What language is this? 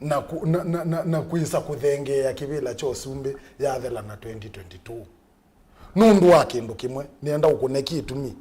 Kamba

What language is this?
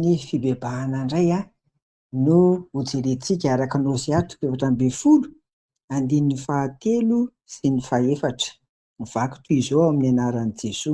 Malagasy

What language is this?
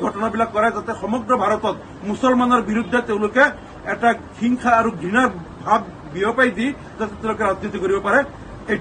Assamese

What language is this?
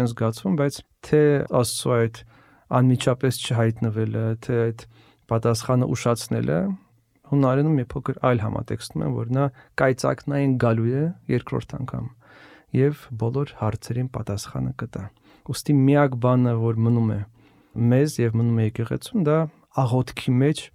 Armenian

